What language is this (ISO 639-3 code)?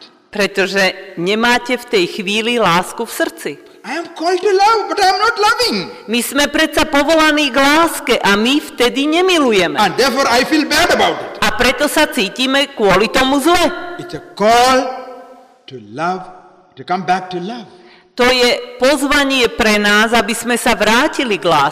slk